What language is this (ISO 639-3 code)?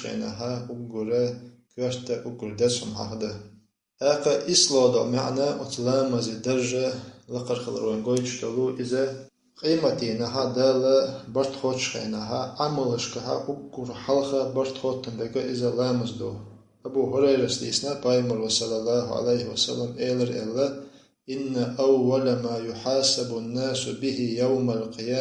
che